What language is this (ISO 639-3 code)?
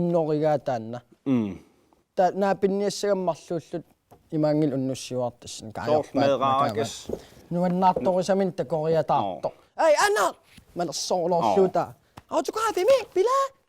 kal